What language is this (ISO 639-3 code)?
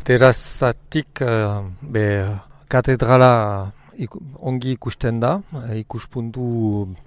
eus